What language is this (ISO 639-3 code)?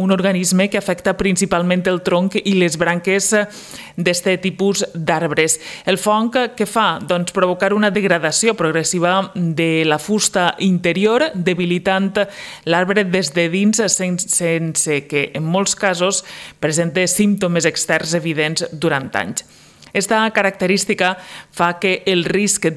cat